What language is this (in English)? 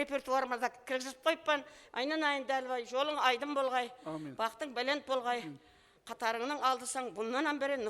Kara-Kalpak